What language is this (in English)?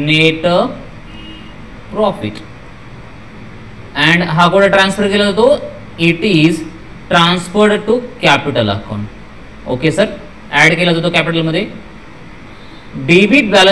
Marathi